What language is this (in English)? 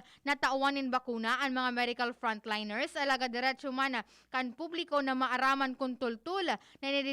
Bikol